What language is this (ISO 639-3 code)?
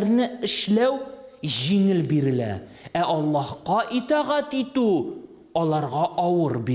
tat